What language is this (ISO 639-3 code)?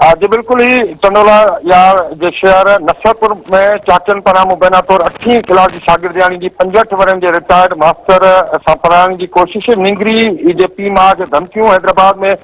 snd